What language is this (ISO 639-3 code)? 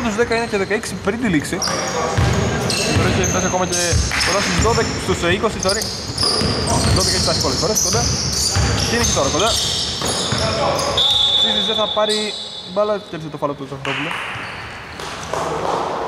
ell